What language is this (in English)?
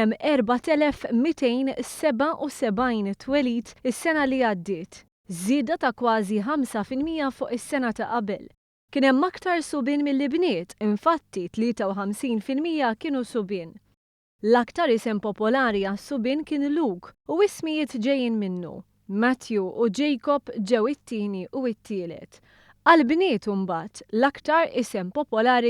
Maltese